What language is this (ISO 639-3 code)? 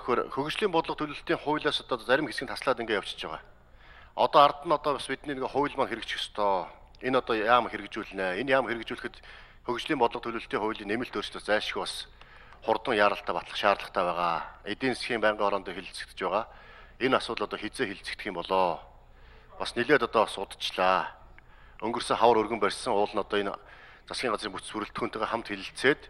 mon